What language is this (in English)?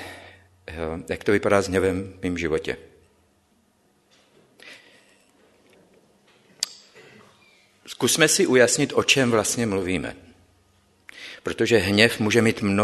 Czech